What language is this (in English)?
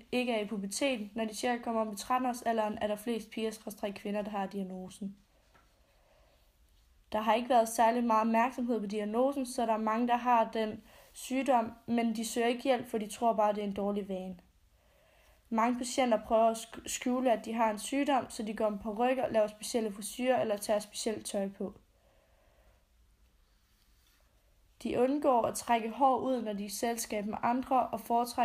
Danish